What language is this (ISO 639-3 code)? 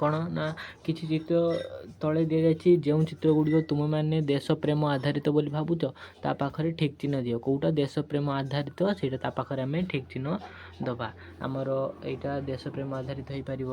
ori